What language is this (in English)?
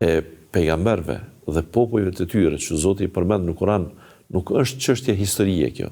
Albanian